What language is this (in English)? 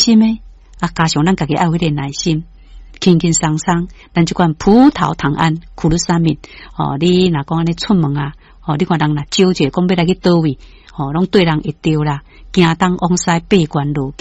Min Nan Chinese